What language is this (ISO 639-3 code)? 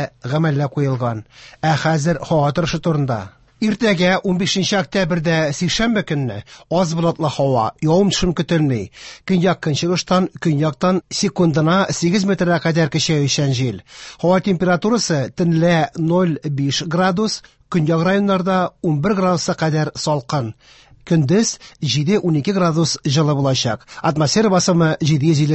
tat